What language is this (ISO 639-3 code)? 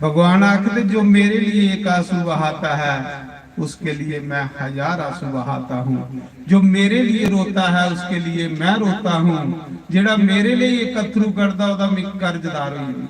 doi